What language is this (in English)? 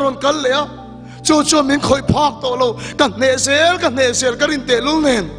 Mizo